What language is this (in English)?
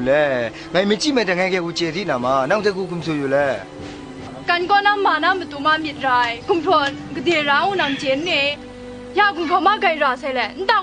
Kachin